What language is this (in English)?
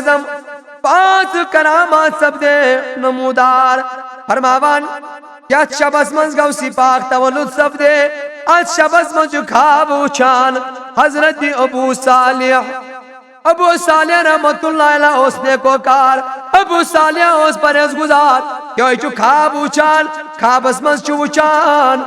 Kashmiri